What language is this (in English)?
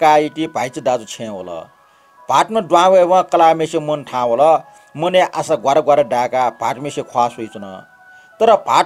Newari